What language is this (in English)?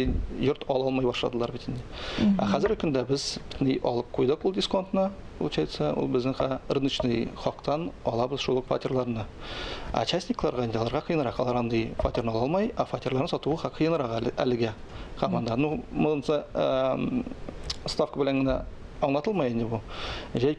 Tatar